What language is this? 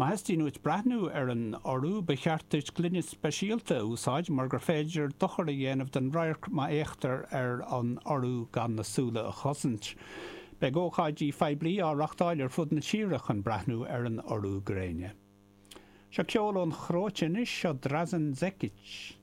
Irish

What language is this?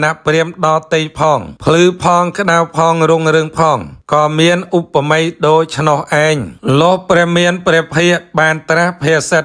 Khmer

